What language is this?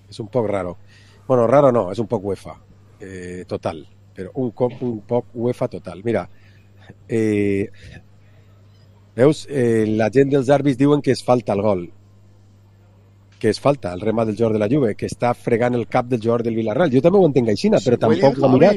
Catalan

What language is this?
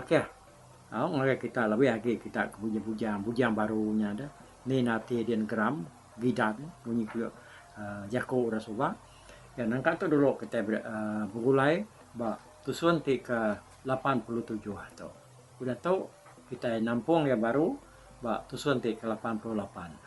Iban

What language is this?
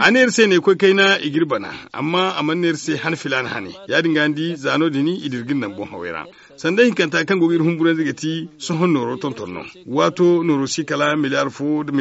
Zarma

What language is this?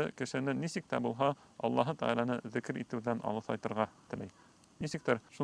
Bashkir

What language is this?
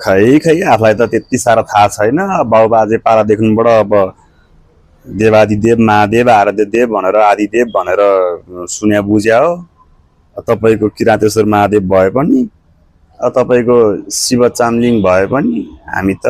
Nepali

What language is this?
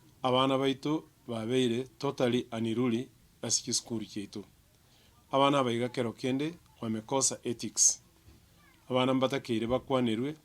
Gusii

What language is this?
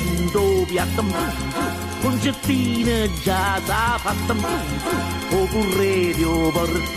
Neapolitan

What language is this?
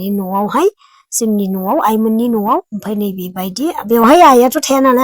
Bodo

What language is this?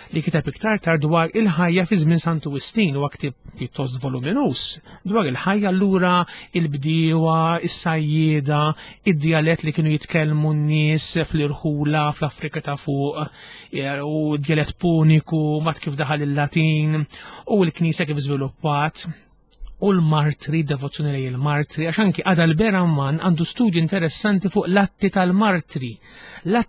Maltese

